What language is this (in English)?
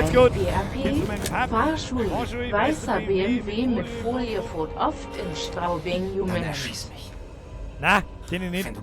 Bavarian